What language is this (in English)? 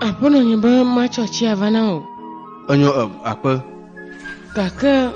Ewe